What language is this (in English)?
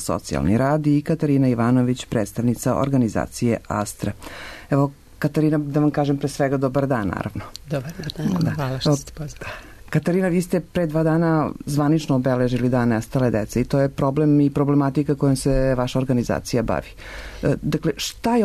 Serbian